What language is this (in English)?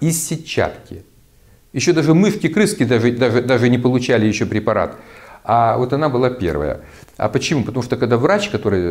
Russian